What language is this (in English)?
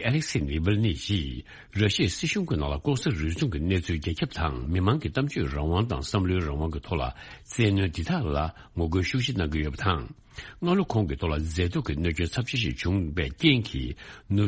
Tibetan